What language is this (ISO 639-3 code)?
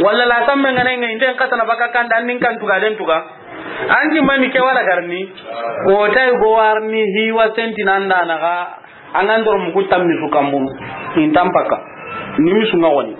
snk